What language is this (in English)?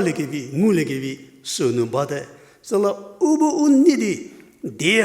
Angami Naga